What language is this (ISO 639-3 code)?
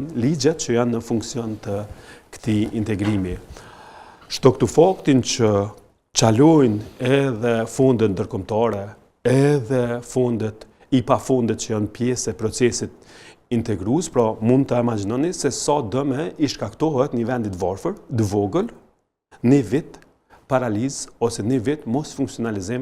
sqi